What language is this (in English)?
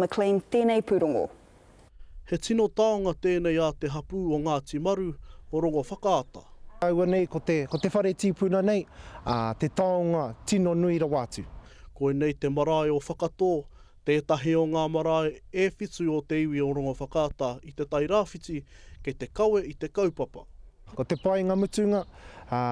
Māori